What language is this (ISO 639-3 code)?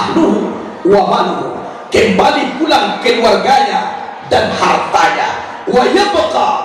min